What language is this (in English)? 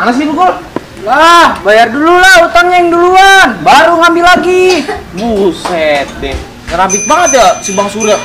Betawi